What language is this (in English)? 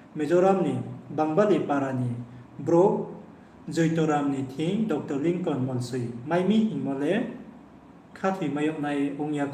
Riang (India)